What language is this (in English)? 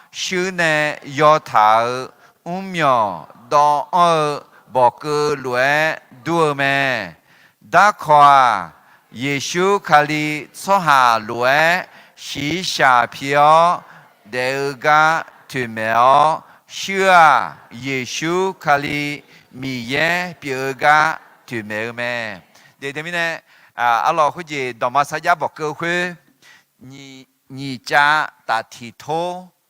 Akha